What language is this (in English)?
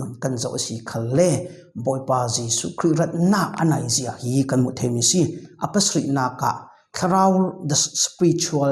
Falam Chin